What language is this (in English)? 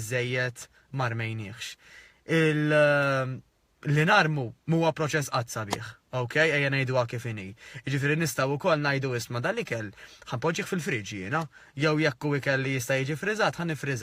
Maltese